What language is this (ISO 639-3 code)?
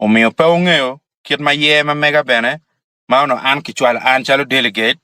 ach